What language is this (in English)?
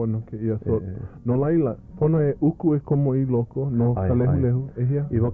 Hawaiian